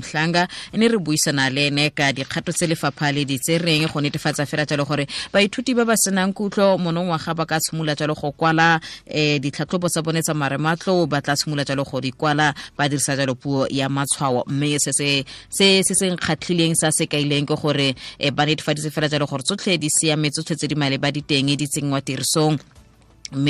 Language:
Tswana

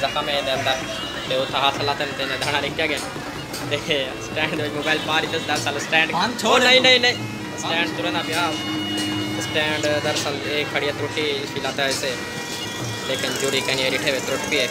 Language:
Saraiki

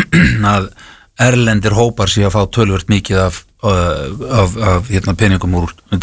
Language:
Icelandic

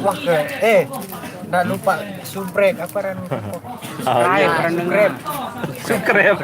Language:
Sasak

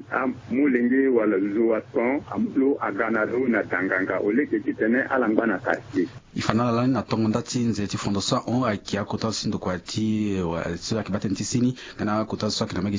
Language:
Sango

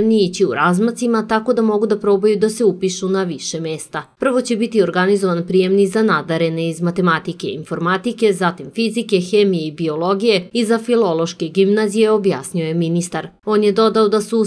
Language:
Serbian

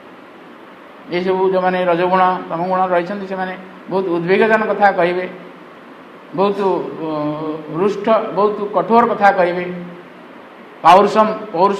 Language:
Odia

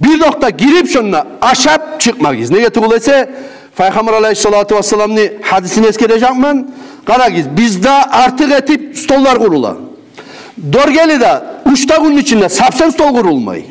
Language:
Kumyk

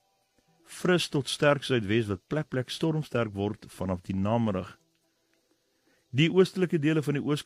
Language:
Afrikaans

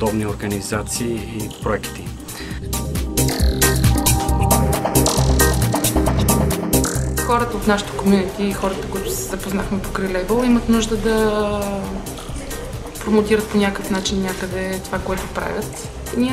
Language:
Bulgarian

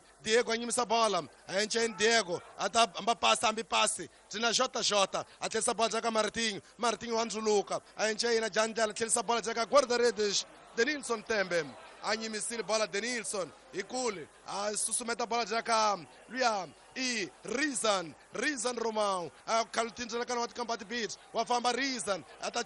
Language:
Tsonga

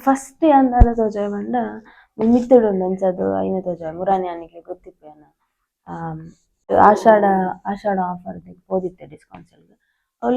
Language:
Tulu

